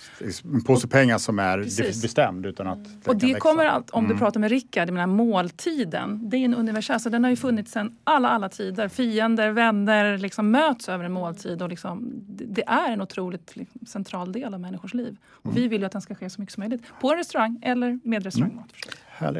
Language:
Swedish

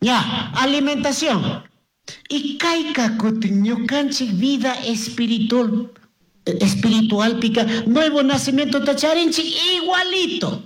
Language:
Chimborazo Highland Quichua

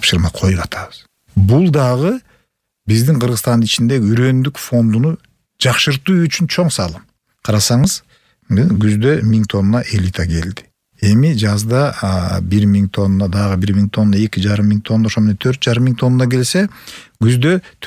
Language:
Kyrgyz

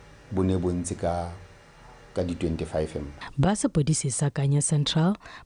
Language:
Tswana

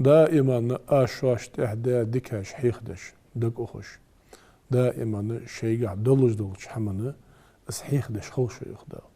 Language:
Ingush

